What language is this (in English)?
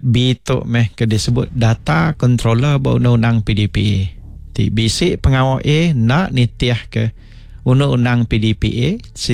Iban